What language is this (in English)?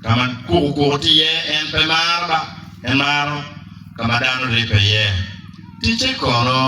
Acoli